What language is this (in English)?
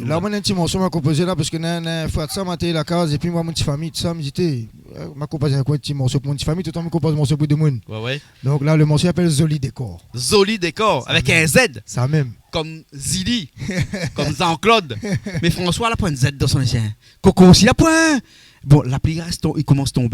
Réunion Creole French